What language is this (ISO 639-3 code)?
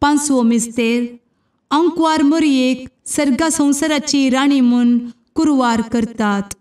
kok